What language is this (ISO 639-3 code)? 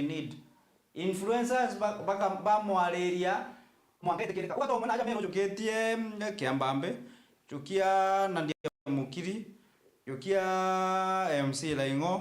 mer